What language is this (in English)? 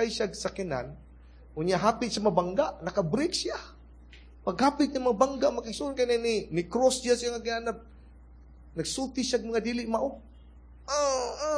Cebuano